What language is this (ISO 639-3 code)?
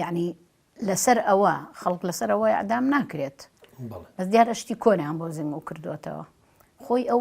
ckb